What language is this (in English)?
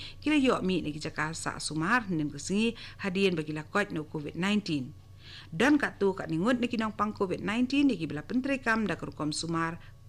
Khasi